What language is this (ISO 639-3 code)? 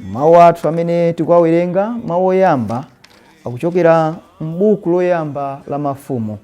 nya